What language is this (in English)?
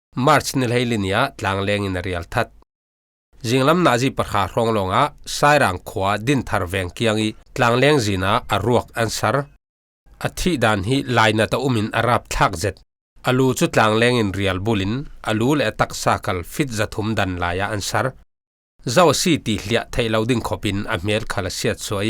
Falam Chin